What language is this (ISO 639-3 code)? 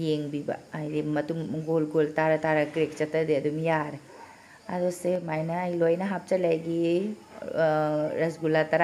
mni